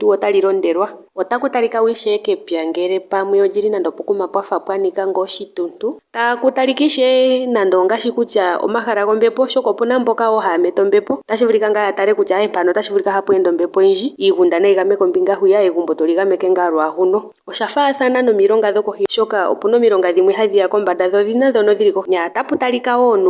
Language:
Ndonga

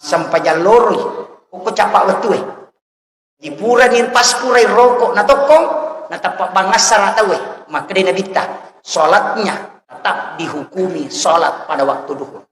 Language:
Buginese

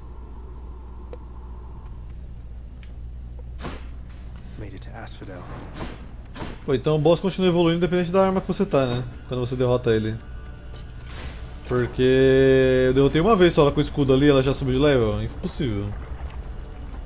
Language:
Portuguese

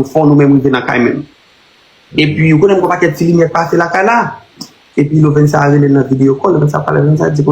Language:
Haitian Creole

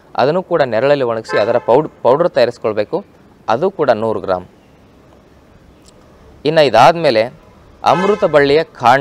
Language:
Kannada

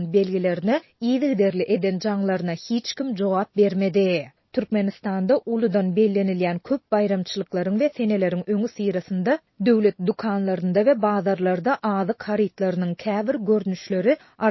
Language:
Turkmen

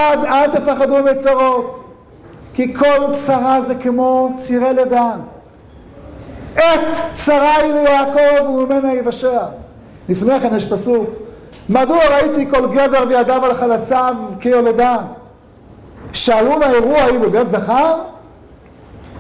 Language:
Hebrew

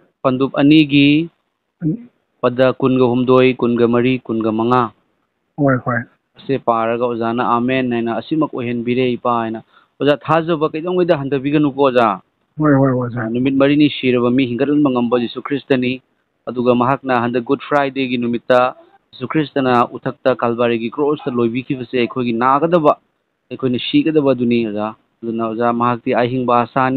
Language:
Manipuri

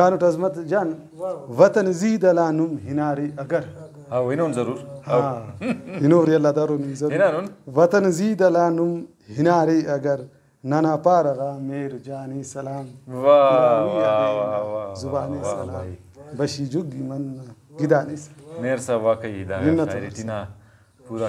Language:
Brahui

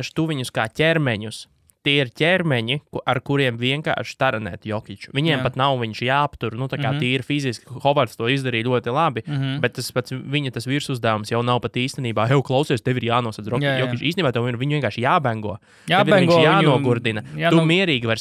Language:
Latvian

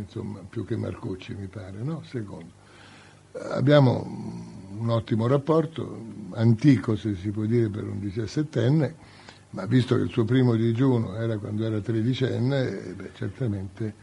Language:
Italian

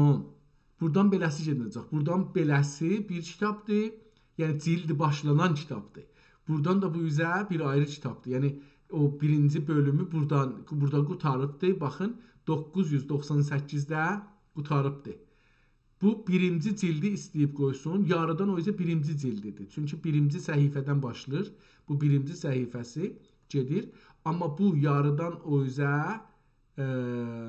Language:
South Azerbaijani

